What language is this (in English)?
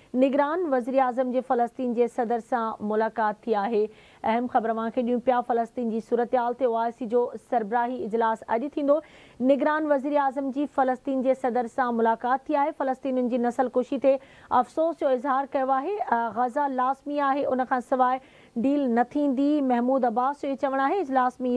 Sindhi